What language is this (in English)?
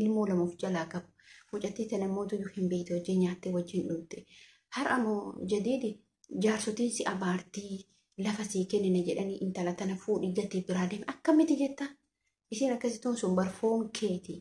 Oromo